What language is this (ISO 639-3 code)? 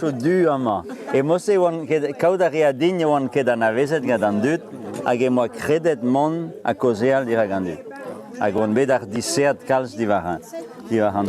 bre